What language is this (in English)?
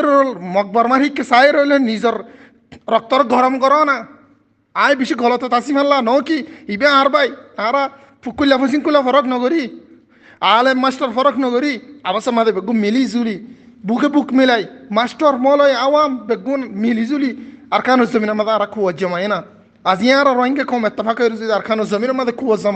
Rohingya